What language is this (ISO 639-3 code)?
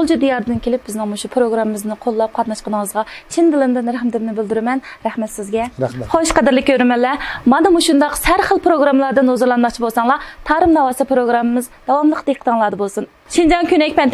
uig